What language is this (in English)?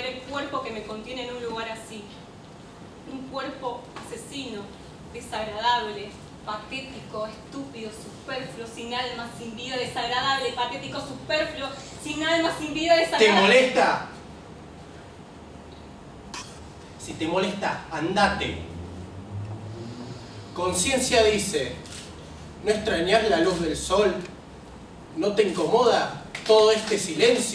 Spanish